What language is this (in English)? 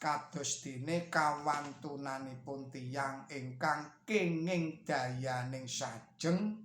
Javanese